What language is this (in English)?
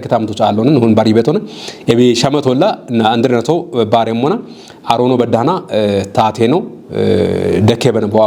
Kafa